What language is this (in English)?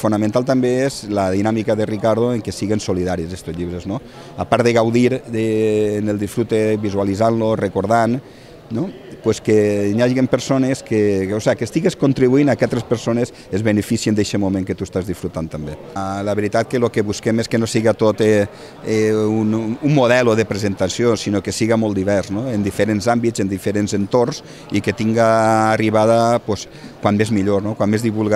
Catalan